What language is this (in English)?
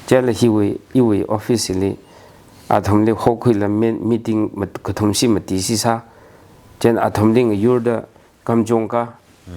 Tangkhul Naga (India)